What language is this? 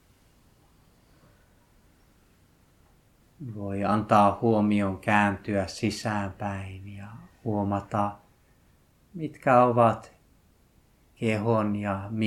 Finnish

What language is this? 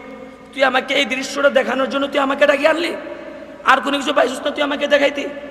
Bangla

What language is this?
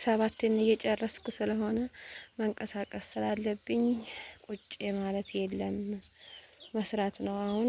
Amharic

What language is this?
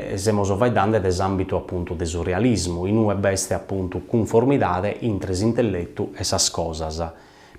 Sardinian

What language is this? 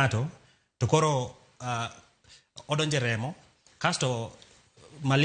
Luo (Kenya and Tanzania)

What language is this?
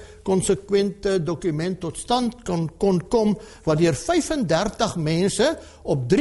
Afrikaans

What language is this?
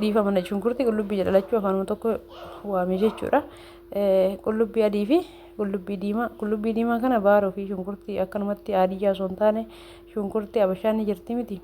Oromo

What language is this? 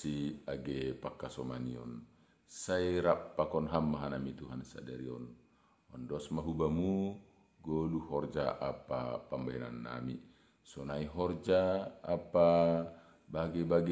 Batak Simalungun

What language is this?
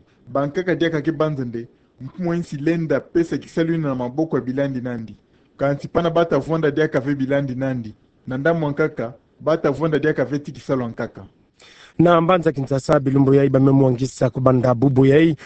Kituba (Democratic Republic of Congo)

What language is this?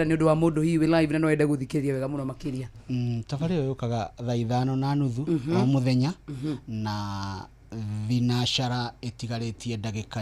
Kikuyu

